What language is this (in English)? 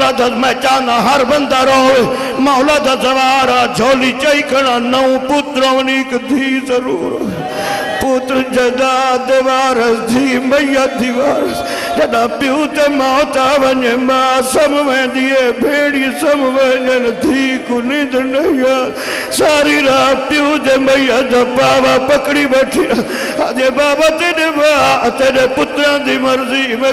Saraiki